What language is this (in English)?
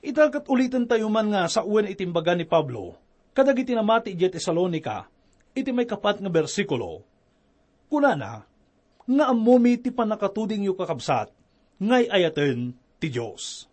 Iloko